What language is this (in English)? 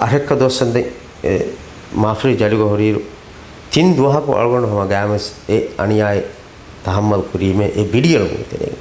Divehi